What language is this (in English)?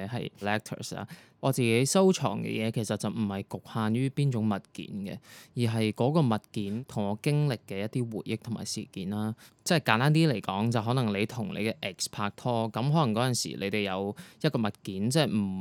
Cantonese